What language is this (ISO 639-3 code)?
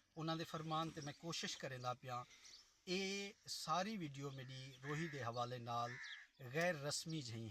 skr